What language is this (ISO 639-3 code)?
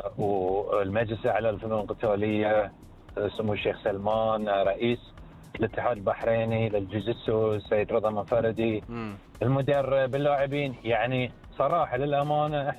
afb